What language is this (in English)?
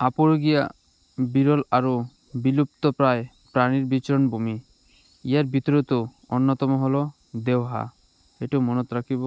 Assamese